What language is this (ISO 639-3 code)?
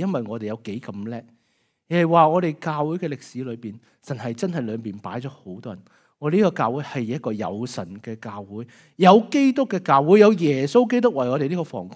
yue